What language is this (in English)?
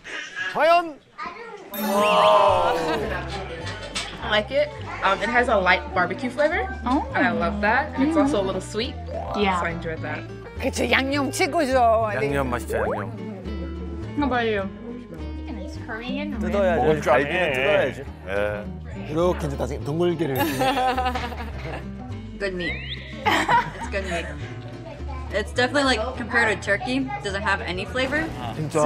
Korean